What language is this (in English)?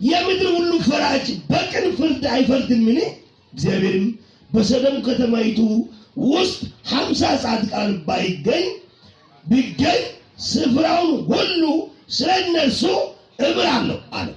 Amharic